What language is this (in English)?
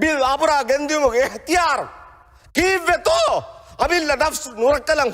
Divehi